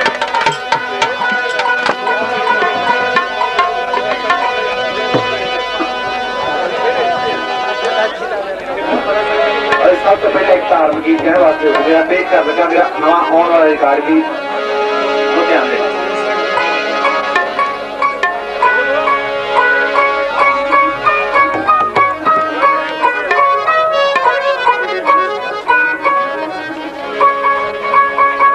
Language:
Punjabi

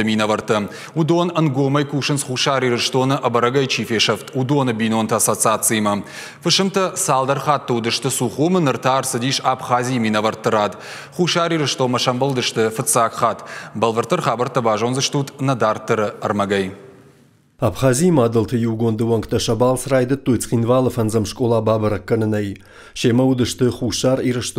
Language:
Ossetic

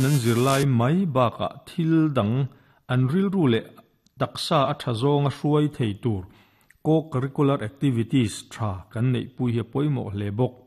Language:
Mizo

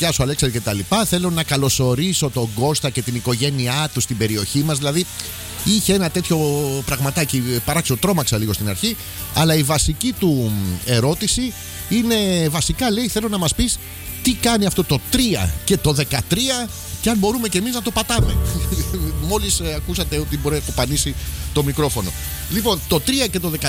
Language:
Greek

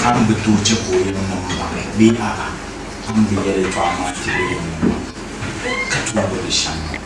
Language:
Dagbani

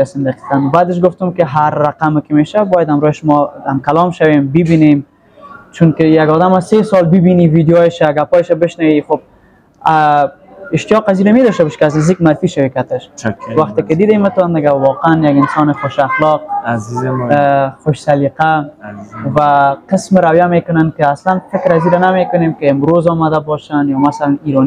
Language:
Persian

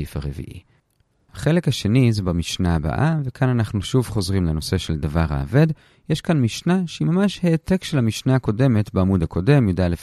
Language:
Hebrew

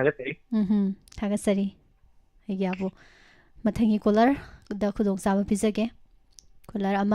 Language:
Manipuri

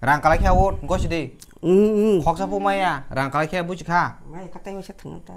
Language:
Kok Borok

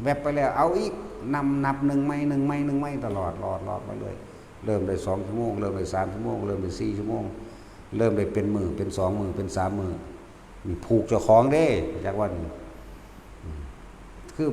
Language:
Northeastern Thai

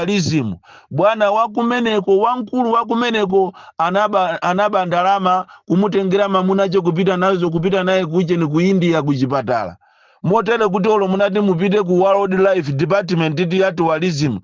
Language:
Nyanja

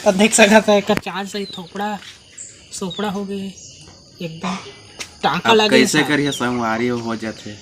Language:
Chhattisgarhi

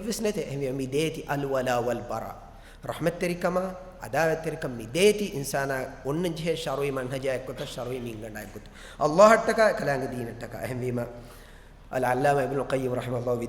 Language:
Divehi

